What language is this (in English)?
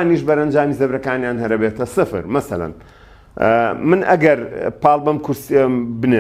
Central Kurdish